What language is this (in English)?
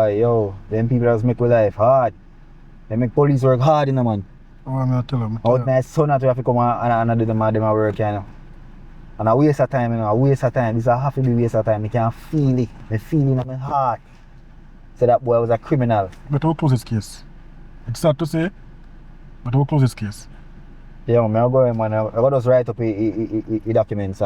Jamaican Creole English